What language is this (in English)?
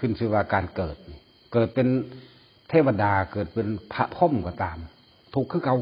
Lao